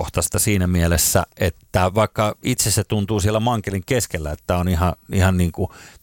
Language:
Finnish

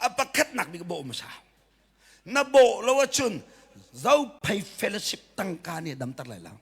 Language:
Hakha Chin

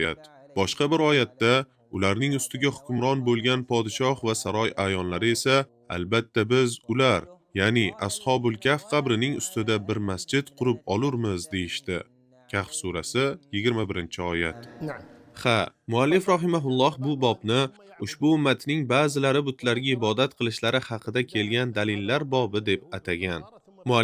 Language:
Uzbek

